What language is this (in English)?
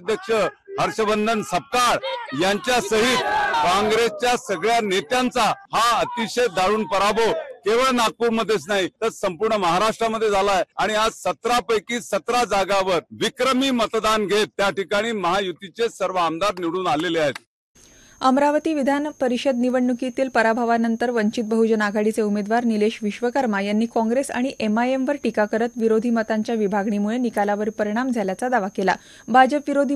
Marathi